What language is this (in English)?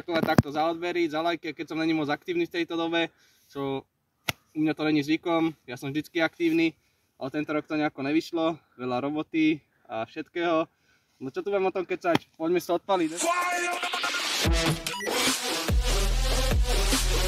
Slovak